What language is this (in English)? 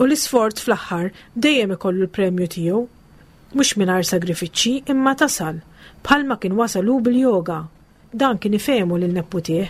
Maltese